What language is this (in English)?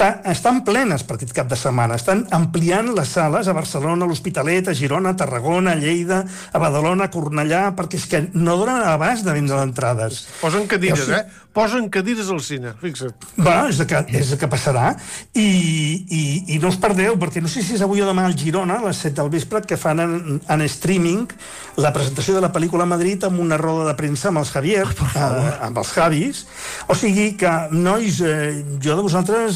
Catalan